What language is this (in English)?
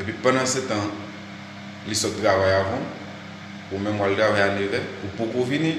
Haitian Creole